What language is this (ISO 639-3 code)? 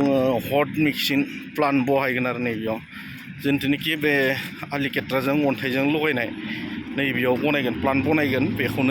brx